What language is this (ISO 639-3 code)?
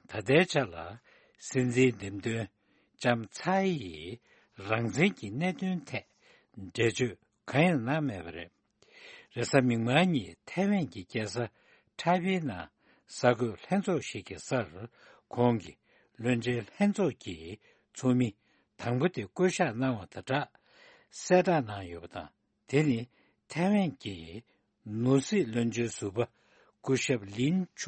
bod